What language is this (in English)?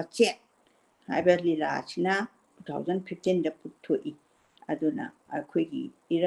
Manipuri